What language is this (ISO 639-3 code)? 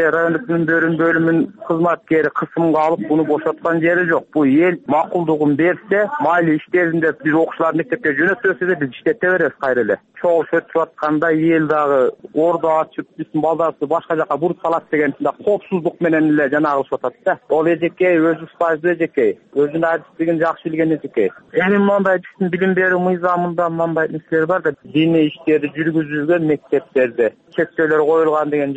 kir